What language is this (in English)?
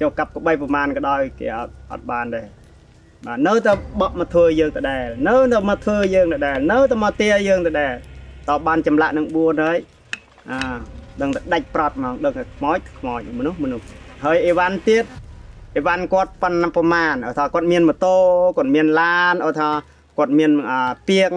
Khmer